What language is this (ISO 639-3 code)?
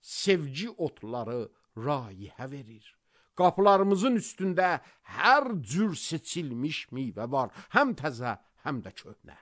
aze